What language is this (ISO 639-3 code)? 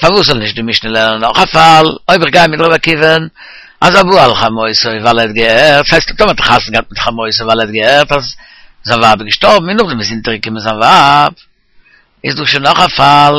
yid